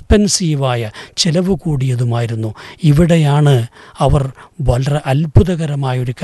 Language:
Malayalam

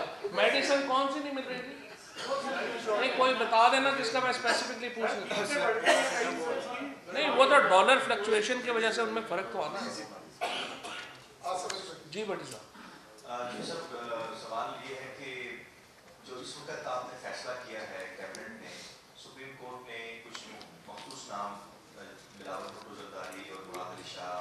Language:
Urdu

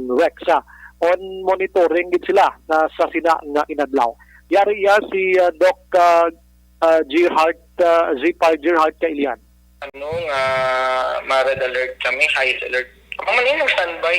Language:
Hiligaynon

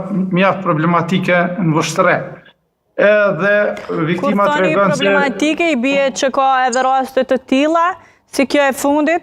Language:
Albanian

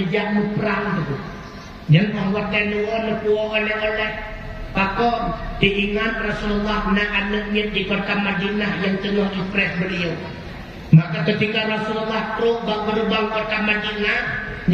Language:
Achinese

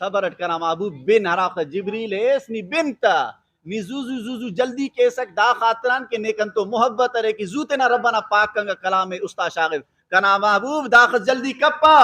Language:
Brahui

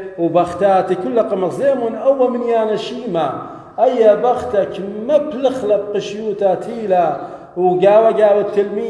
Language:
Assyrian Neo-Aramaic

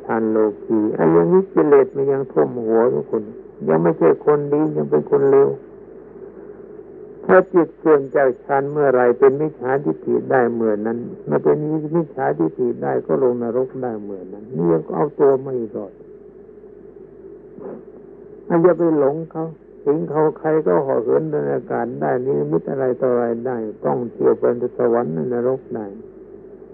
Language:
Thai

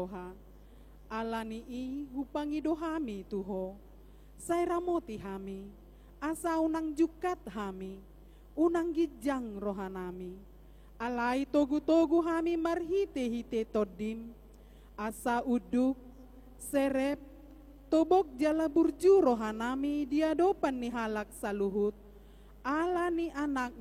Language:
Batak Toba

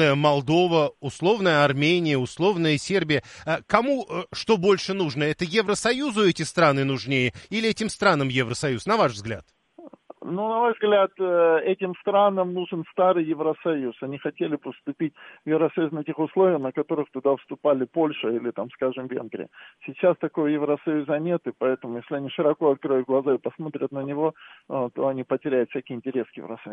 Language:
Russian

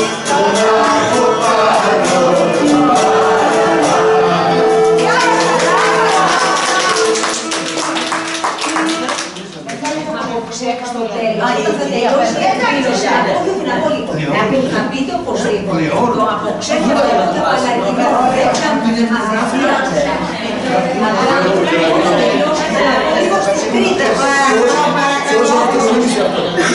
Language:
Greek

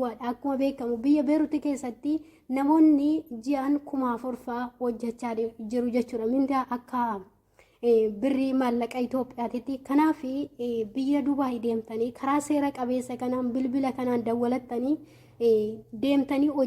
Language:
Oromo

